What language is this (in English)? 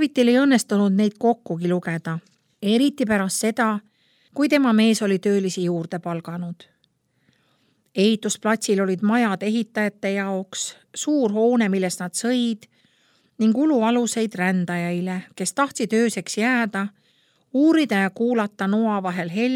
Estonian